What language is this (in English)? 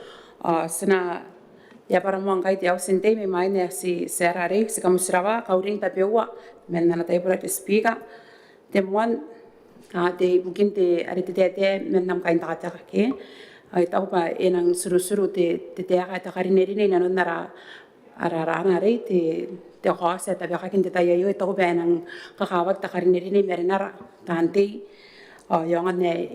Gilbertese